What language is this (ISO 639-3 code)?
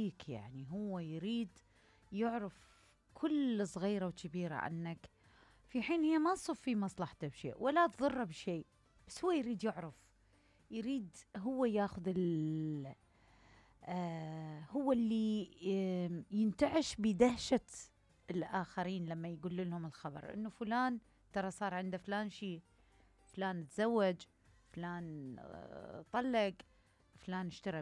acm